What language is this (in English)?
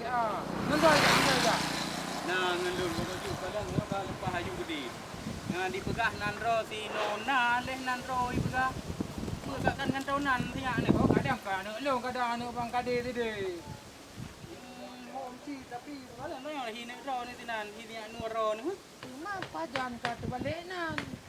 Achinese